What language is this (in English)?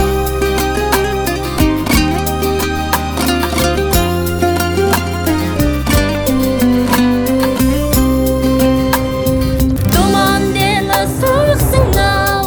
Kazakh